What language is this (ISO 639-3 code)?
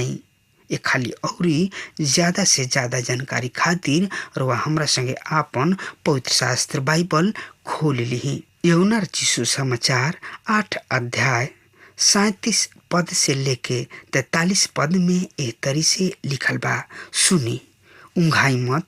bho